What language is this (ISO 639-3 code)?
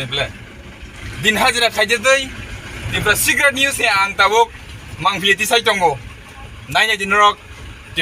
trp